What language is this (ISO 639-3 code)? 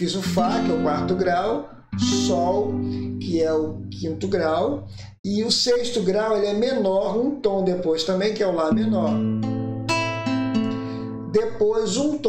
por